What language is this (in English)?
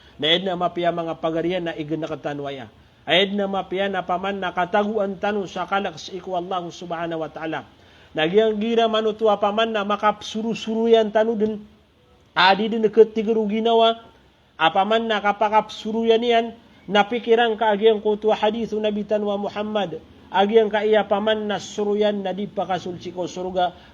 Maranao